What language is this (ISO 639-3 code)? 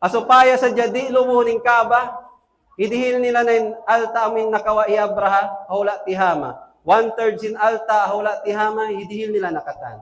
tsg